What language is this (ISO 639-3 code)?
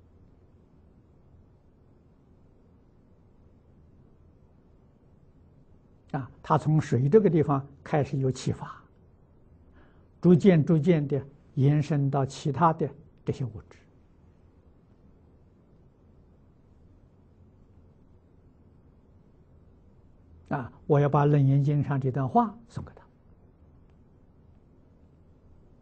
zho